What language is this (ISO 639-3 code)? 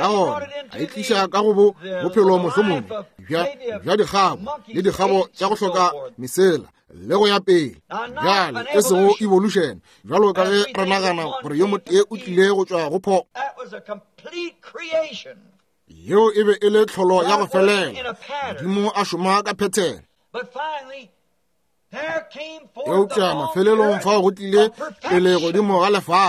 nso